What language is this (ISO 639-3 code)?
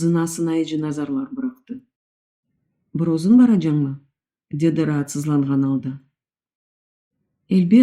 crh